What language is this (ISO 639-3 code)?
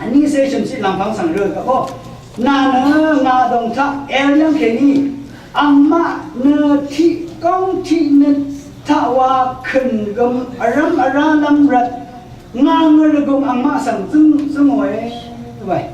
raw